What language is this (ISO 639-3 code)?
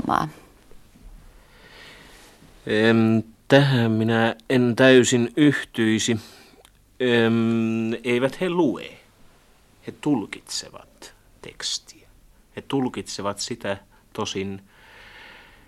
fin